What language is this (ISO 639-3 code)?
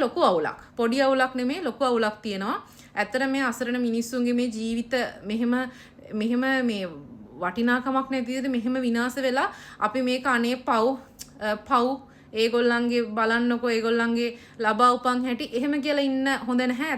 sin